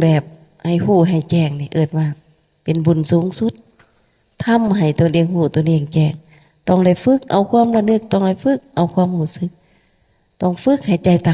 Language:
Lao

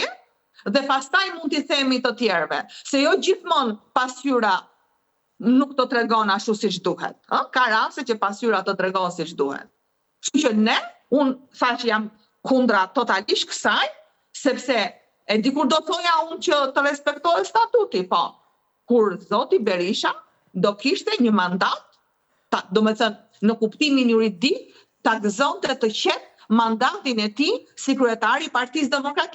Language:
Albanian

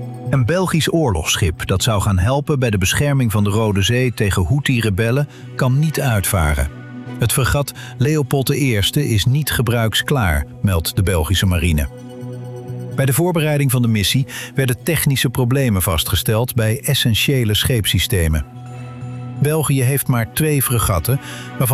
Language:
Dutch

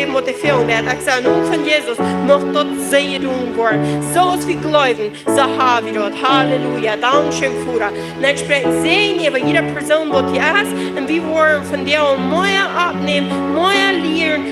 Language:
Plautdietsch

